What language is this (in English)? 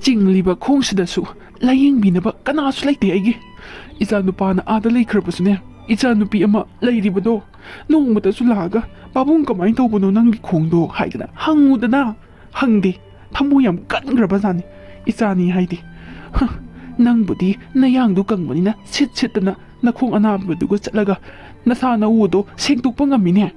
Manipuri